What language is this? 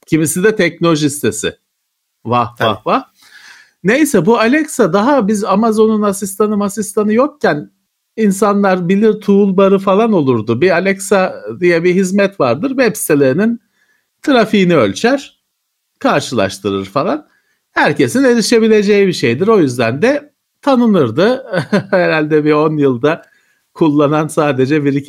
Turkish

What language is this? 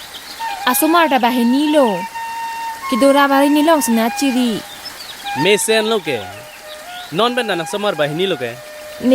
Karbi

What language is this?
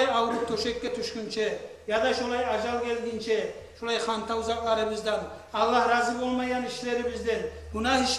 Kumyk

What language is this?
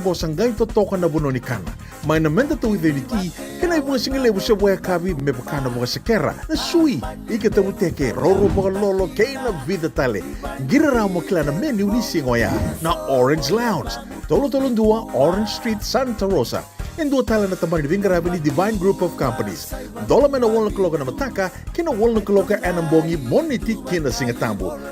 Fijian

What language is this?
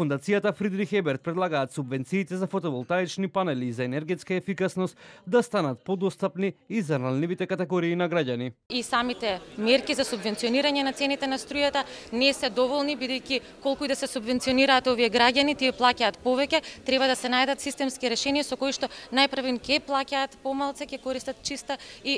Macedonian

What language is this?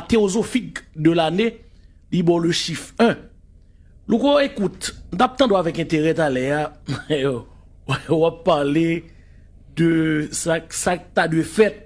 Haitian Creole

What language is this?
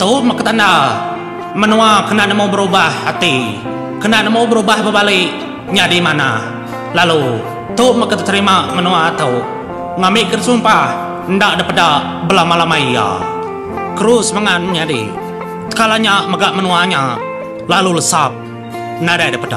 Iban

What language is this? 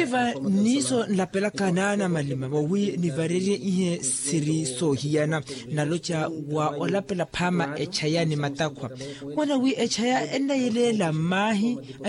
Makhuwa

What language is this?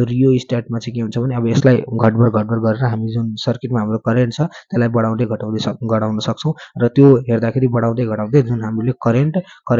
Nepali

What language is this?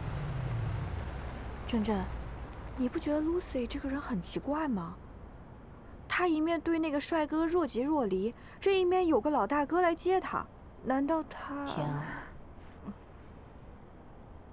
Chinese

